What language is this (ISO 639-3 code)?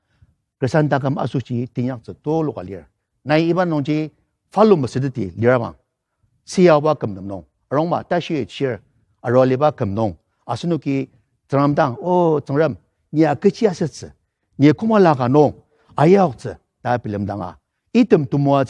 njo